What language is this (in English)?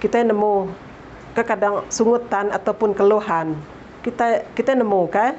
Iban